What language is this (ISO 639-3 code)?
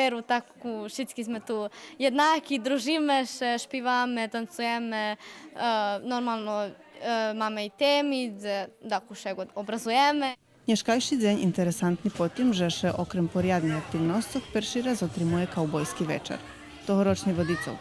rue